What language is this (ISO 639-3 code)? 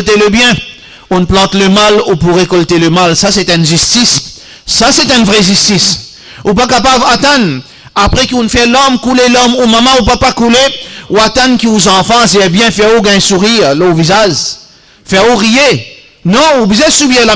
mfe